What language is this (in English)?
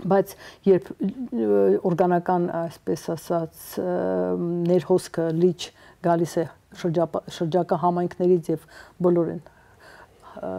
Armenian